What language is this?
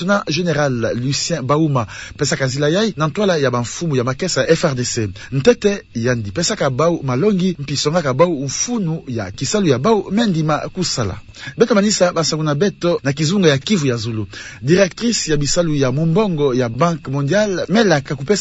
Kituba (Democratic Republic of Congo)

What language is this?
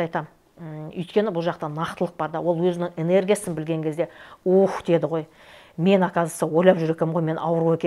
Kazakh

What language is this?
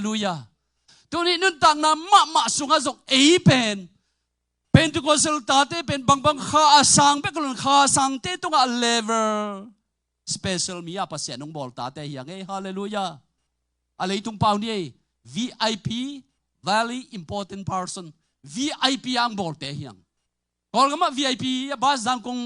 Tedim Chin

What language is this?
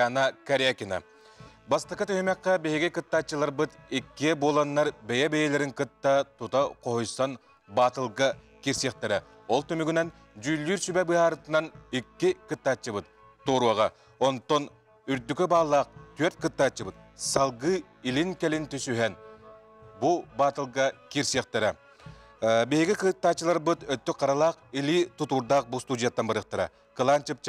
Yakut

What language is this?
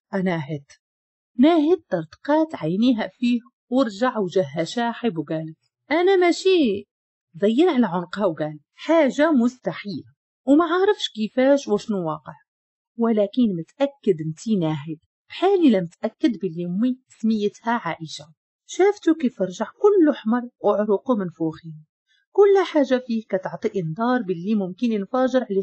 Moroccan Arabic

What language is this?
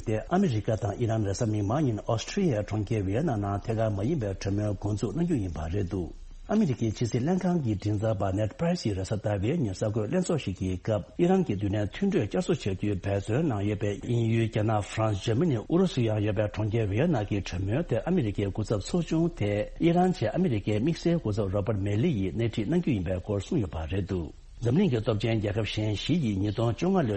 Tibetan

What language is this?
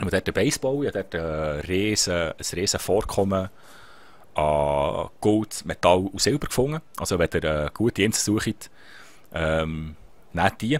Swiss German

